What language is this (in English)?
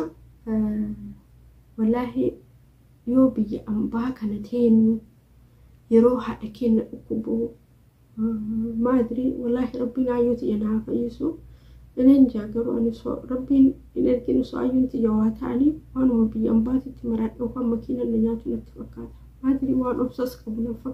Oromo